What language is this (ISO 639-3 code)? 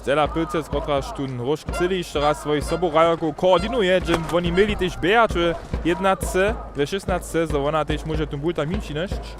hsb